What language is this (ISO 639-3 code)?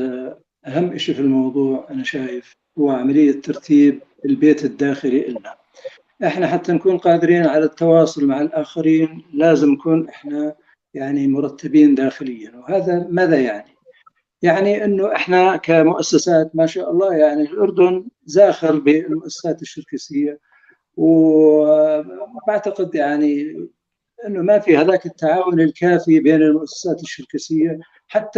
apc